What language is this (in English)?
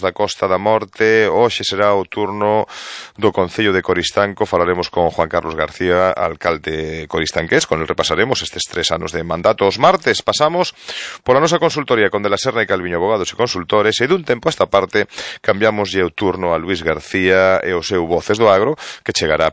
Galician